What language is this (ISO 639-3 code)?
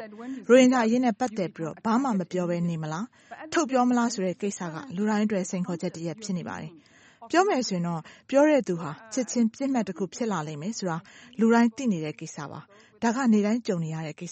mya